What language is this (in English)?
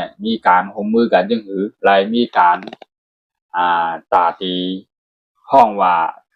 Shan